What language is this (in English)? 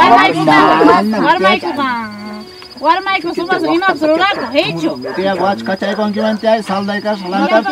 Ayacucho Quechua